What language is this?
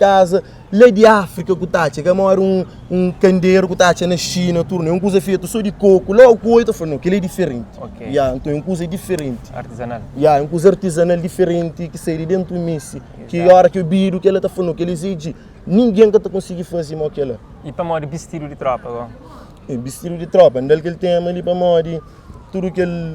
Kabuverdianu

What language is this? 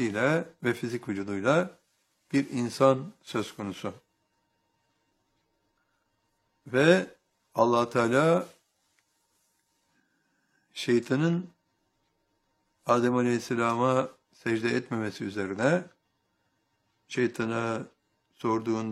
Turkish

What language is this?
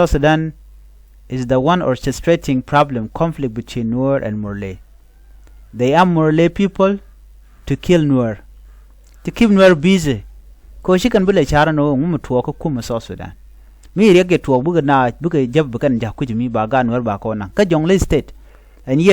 Nuer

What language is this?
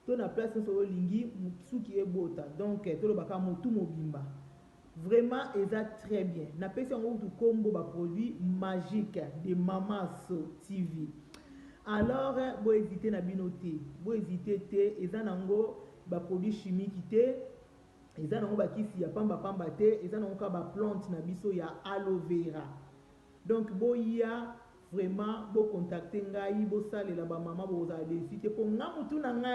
Lingala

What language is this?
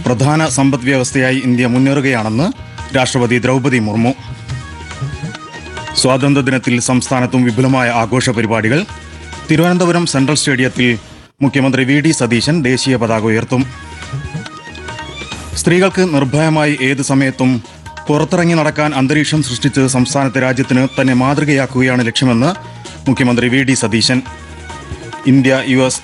Malayalam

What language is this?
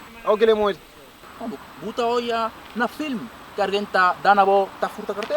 Kabuverdianu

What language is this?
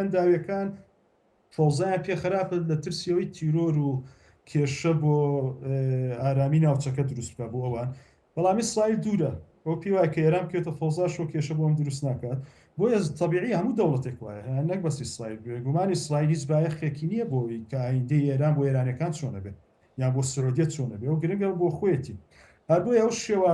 Central Kurdish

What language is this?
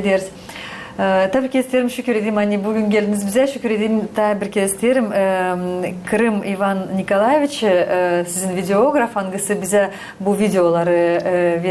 Gagauz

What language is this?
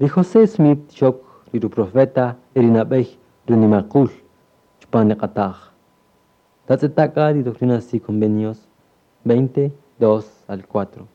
Kaqchikel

